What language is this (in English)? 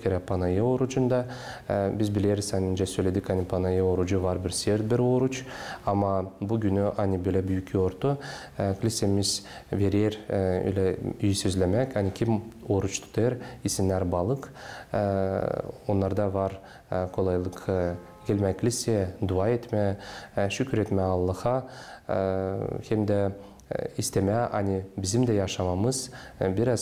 Gagauz